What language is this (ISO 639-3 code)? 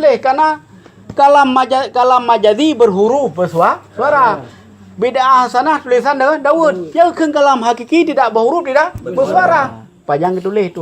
ace